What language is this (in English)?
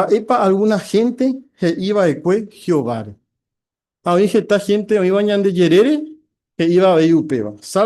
Guarani